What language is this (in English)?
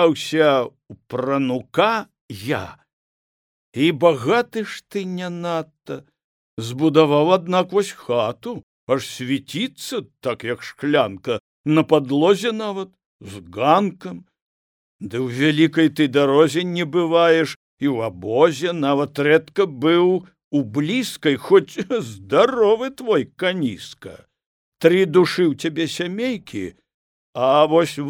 Belarusian